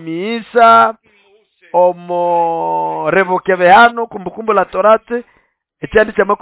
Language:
Nande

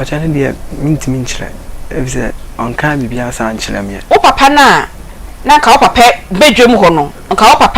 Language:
Akan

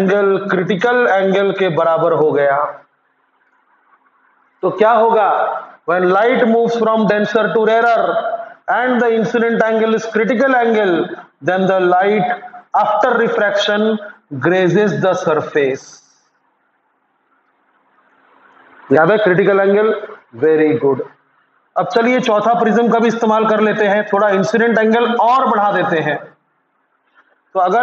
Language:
Hindi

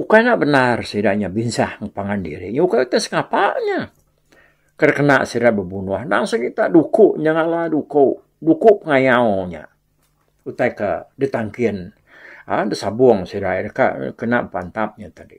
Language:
Iban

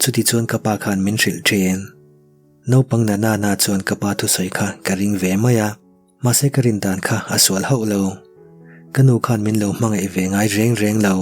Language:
Mizo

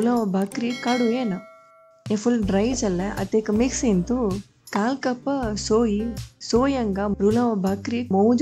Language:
Konkani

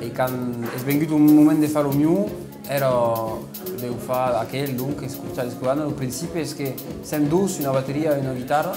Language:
Occitan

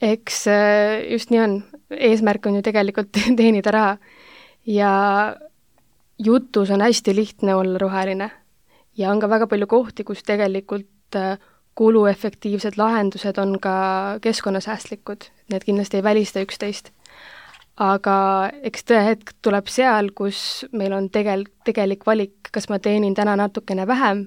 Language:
Estonian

